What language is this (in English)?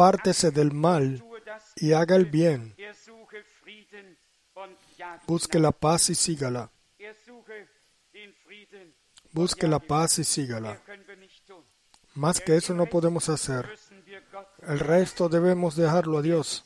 Spanish